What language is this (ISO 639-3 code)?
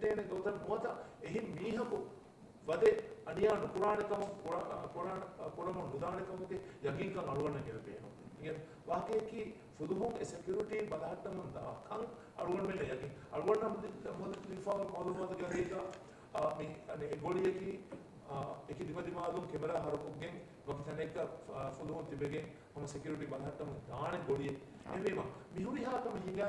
div